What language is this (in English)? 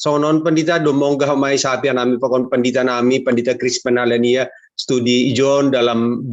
Batak Simalungun